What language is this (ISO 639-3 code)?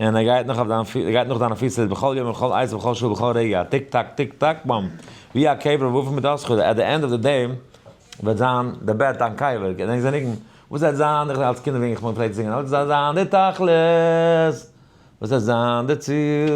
yid